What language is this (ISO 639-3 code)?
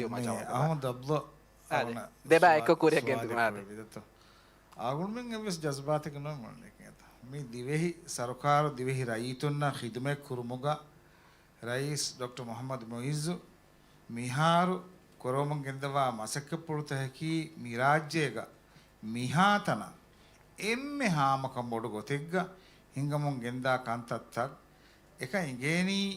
div